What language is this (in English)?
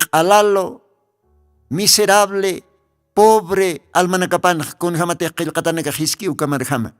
Aymara